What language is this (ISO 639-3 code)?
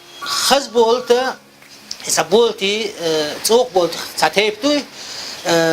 che